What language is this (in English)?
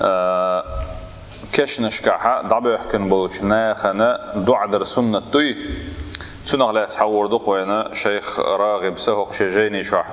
Chechen